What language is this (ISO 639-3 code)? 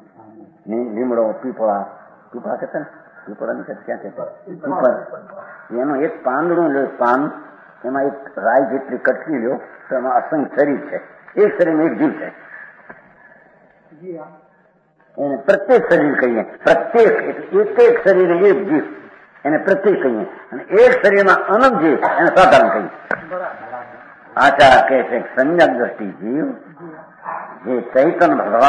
guj